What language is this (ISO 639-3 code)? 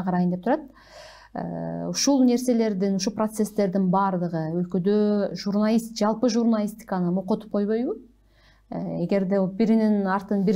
kir